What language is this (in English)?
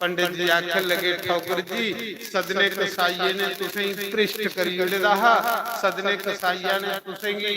Dogri